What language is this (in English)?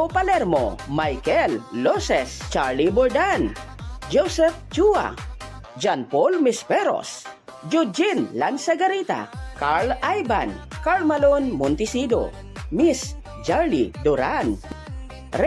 Hiligaynon